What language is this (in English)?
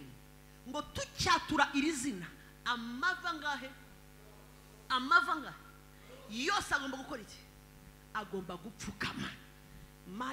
Kinyarwanda